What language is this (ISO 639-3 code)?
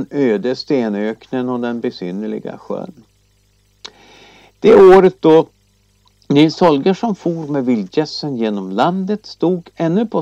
swe